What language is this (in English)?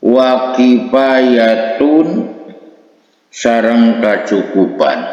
Sundanese